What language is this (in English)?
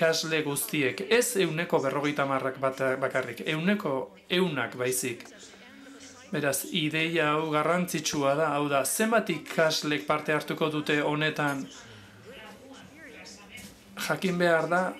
Basque